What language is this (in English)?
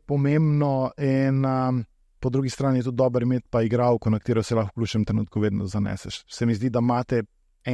Slovenian